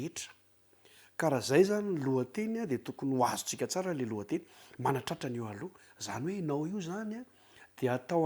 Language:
Malagasy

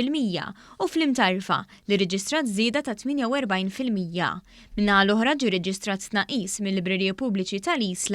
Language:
Maltese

